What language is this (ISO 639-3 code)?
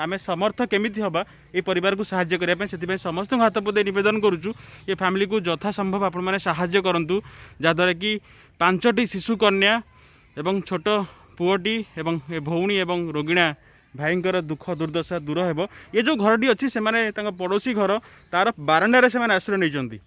ori